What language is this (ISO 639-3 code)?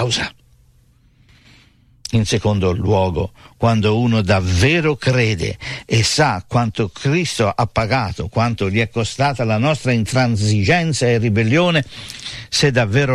ita